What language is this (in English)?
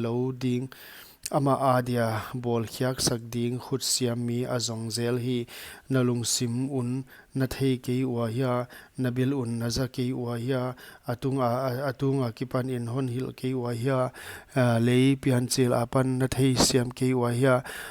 Paite Chin